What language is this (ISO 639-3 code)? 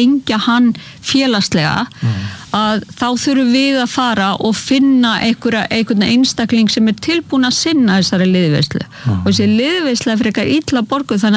isl